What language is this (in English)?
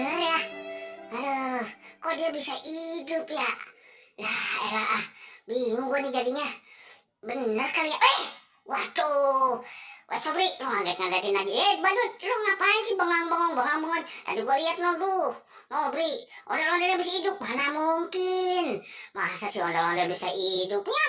Betawi